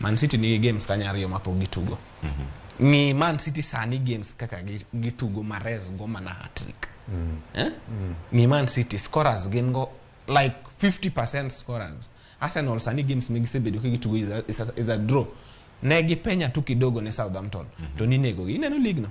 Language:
Luo (Kenya and Tanzania)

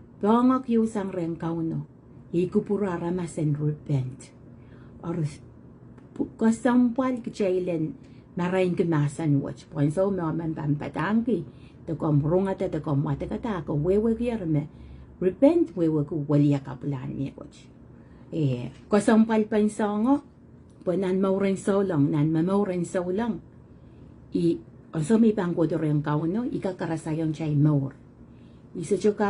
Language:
Pohnpeian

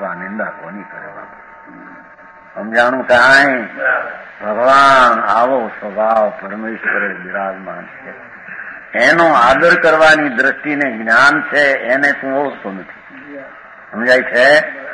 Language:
Gujarati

